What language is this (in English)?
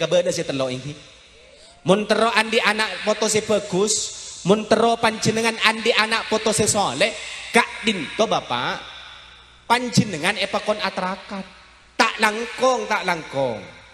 Madurese